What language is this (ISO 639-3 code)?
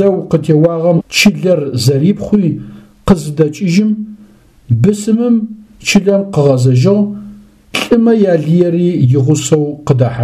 ady